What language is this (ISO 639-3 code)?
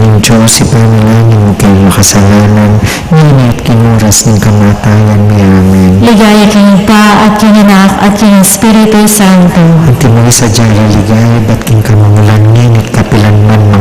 pam